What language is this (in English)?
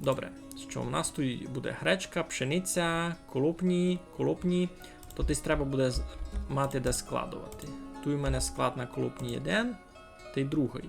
Rusyn